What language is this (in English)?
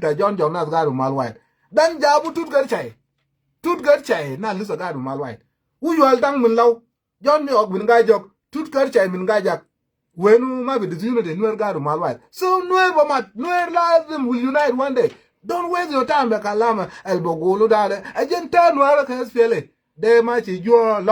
Nuer